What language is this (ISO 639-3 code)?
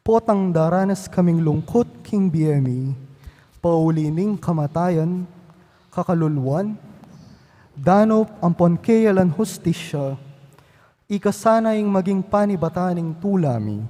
pam